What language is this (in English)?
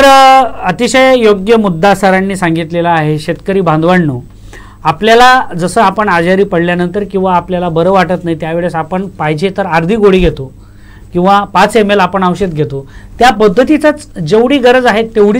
Marathi